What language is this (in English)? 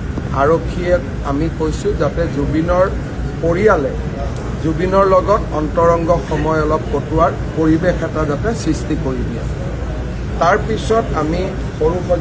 Assamese